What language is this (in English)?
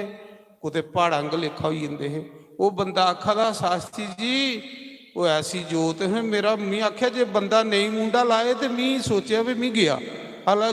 Dogri